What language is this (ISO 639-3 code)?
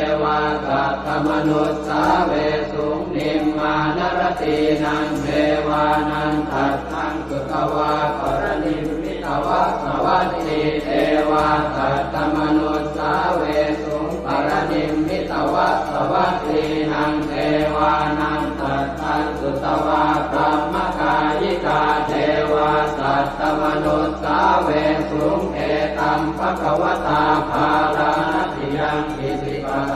pli